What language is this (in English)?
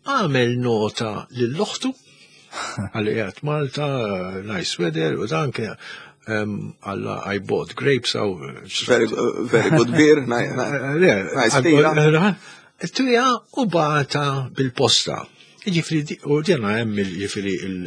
Maltese